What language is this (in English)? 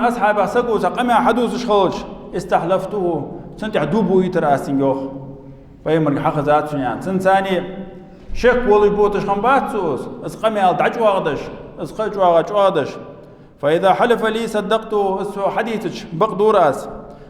Ingush